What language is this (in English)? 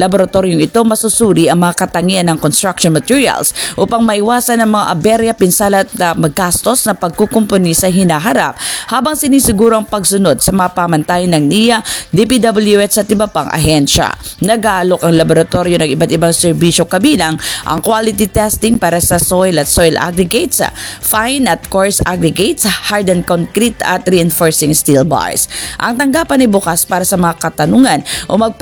Filipino